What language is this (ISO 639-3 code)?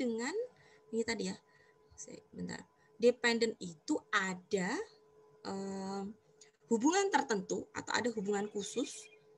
ind